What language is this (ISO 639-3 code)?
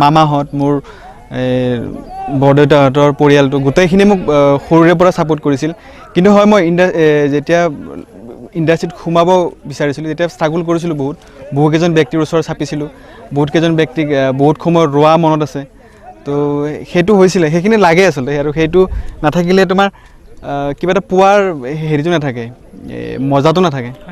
asm